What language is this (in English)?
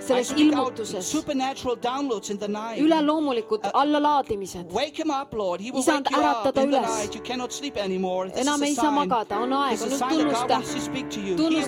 Estonian